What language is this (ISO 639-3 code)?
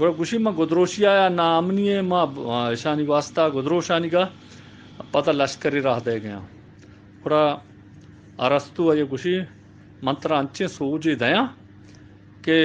bal